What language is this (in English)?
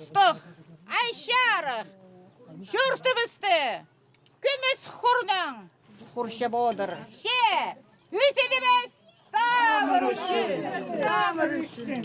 Khakas